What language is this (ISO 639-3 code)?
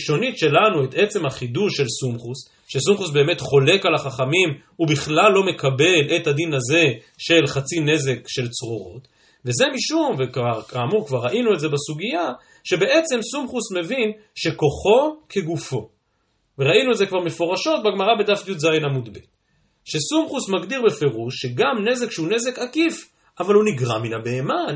heb